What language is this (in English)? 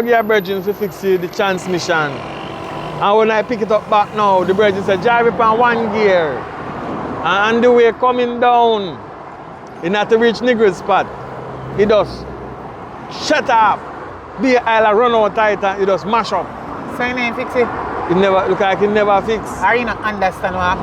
Jamaican Creole English